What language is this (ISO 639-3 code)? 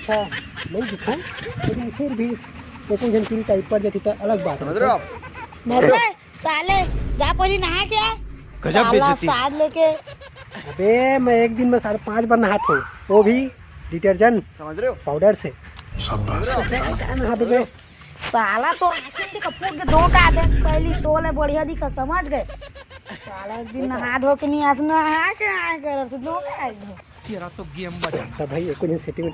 hne